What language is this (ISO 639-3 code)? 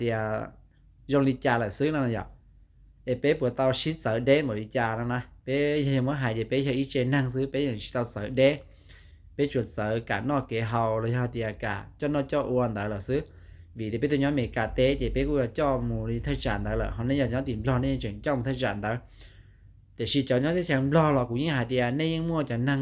hmn